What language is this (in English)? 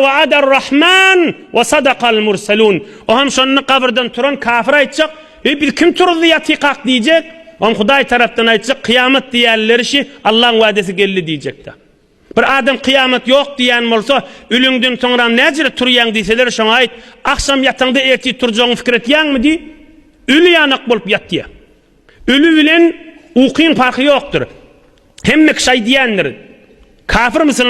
Turkmen